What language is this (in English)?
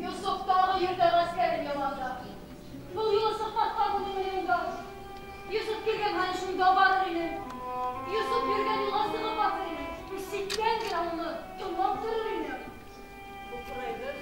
Bashkir